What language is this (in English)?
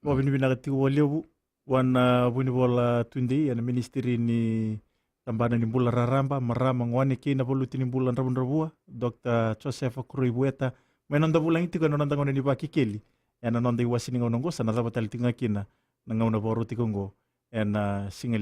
Fijian